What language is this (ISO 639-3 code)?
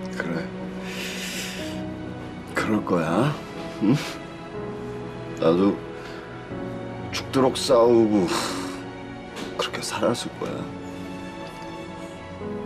kor